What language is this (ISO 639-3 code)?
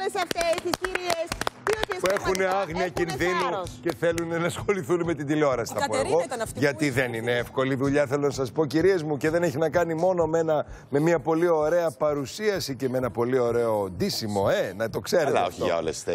ell